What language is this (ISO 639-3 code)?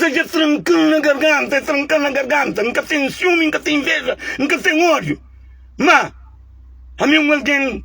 kea